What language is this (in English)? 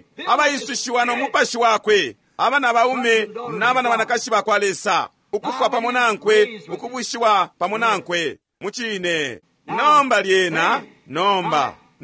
Bemba